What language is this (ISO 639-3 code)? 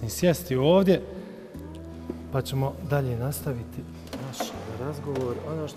bos